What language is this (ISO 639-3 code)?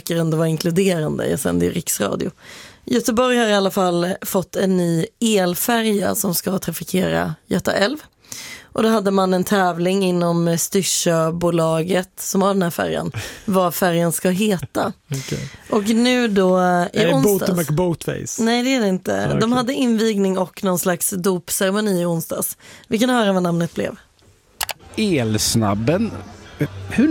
swe